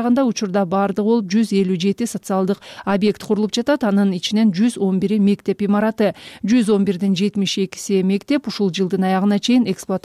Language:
Kyrgyz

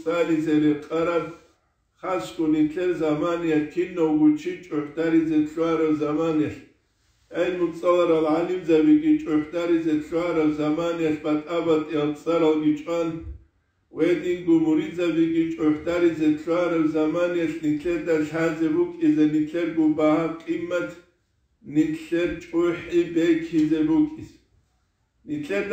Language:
Avaric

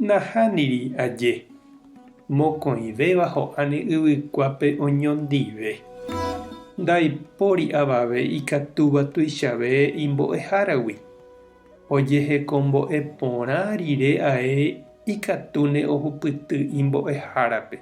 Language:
Guarani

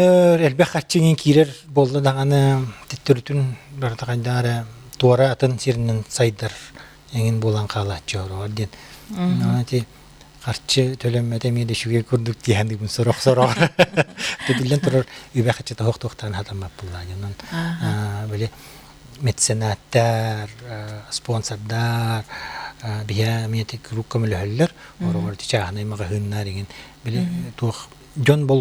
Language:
Yakut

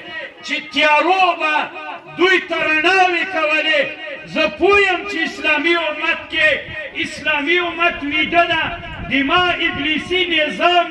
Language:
Pashto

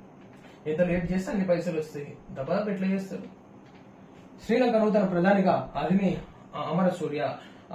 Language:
Telugu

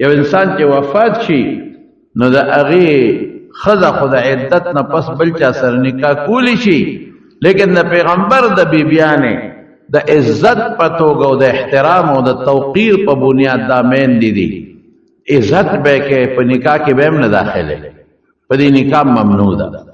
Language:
Pashto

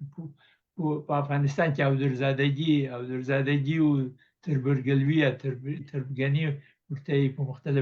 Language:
Pashto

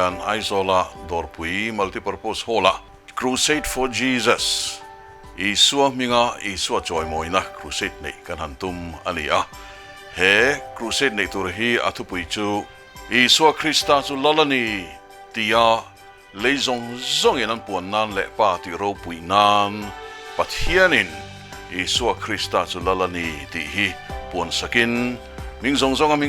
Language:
Mizo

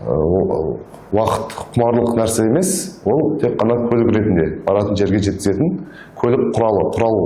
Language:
Kazakh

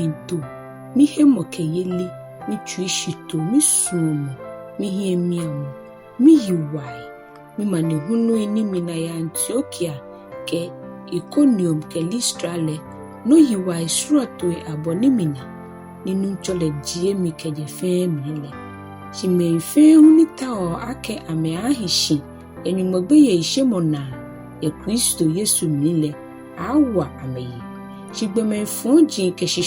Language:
Ga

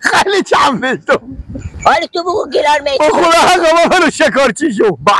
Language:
Persian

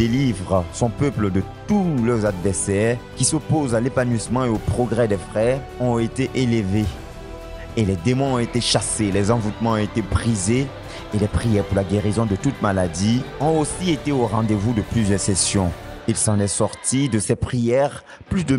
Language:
French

